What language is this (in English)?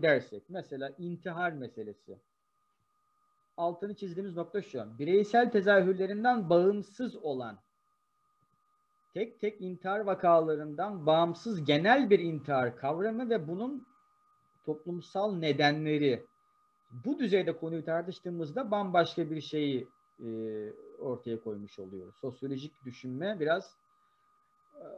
Turkish